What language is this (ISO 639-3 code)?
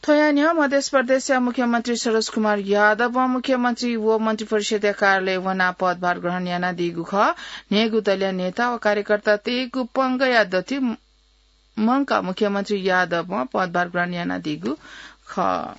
new